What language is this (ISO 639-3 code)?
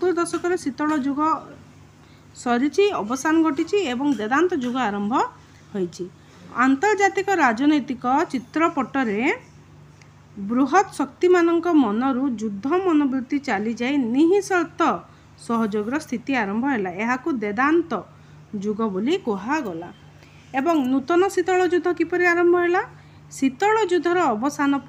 ori